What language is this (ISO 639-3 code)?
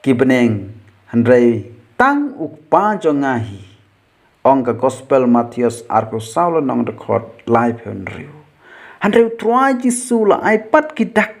kha